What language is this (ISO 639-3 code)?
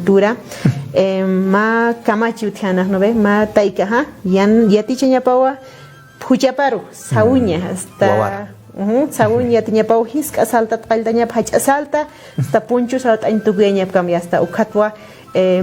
aym